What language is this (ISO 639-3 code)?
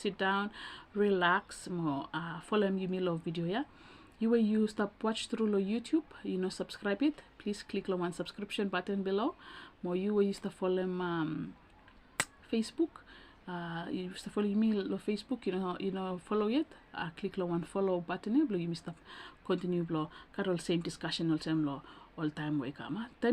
bis